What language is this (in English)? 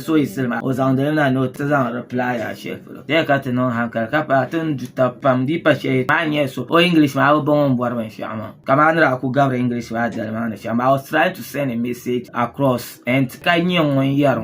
Dagbani